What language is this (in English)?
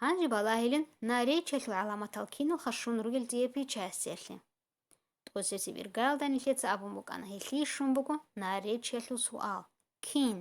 Avaric